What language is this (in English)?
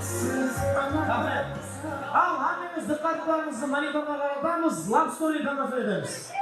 Kara-Kalpak